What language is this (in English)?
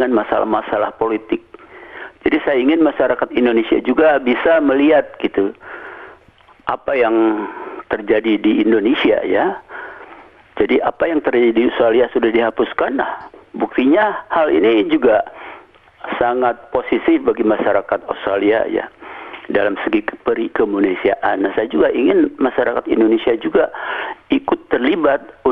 Indonesian